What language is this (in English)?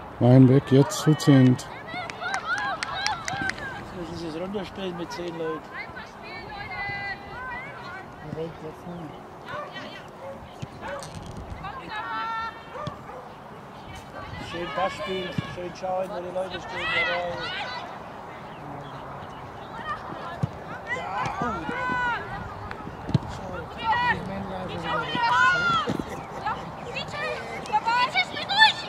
German